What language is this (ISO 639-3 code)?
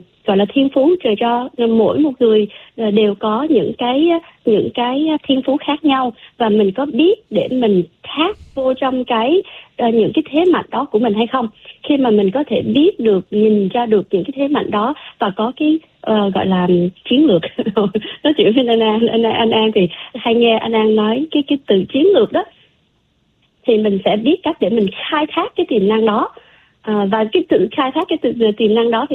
vie